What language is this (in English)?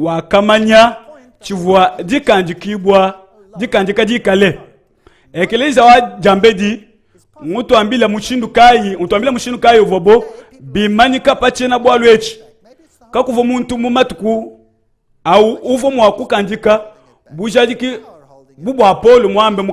Luba-Lulua